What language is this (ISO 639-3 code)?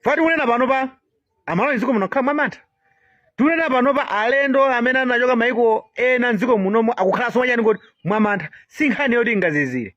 nya